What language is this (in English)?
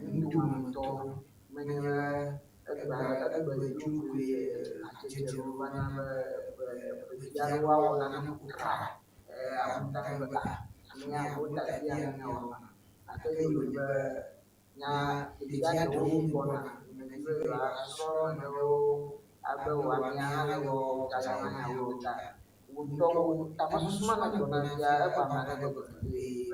Ewe